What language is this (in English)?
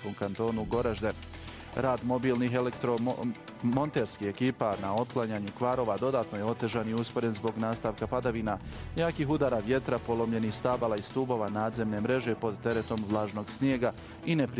Bosnian